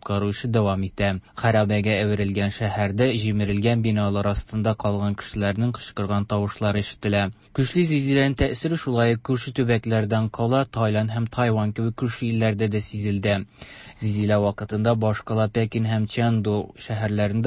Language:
Tatar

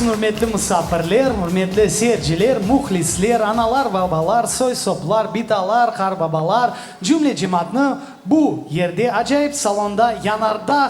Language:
Crimean Tatar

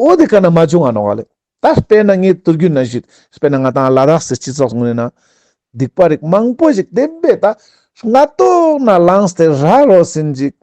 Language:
Ladakhi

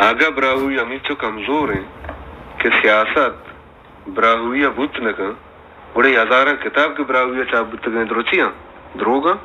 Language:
Baluchi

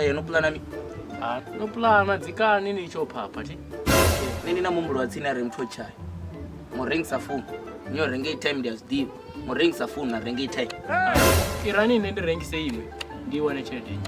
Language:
Venda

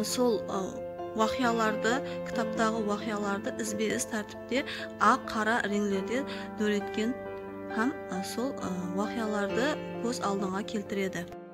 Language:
Kara-Kalpak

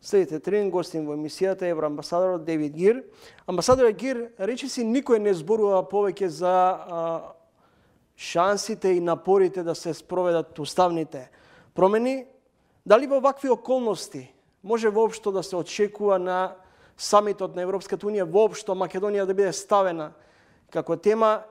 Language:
Macedonian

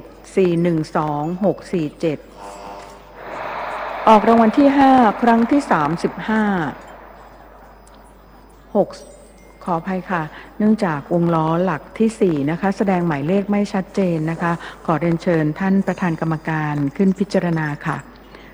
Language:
Thai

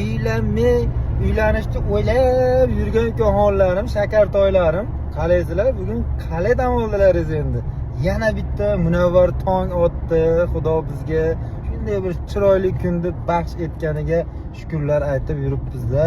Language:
Uzbek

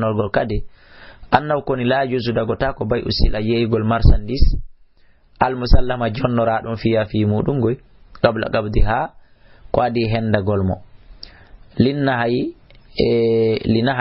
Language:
Fula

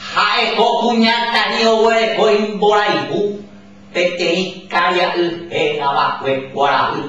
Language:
Guarani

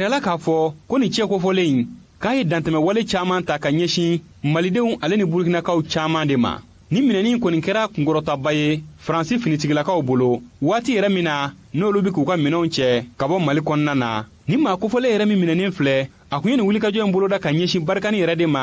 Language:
Bambara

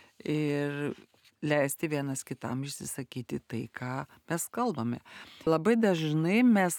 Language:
Lithuanian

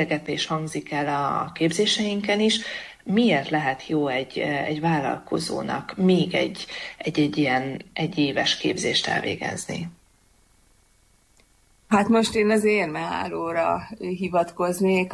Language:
Hungarian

